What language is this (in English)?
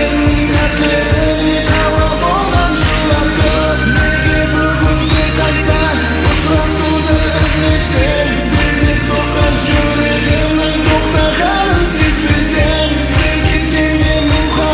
Kara-Kalpak